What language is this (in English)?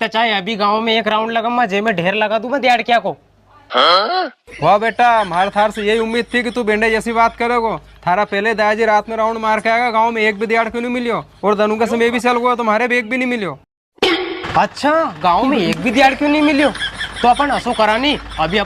Rajasthani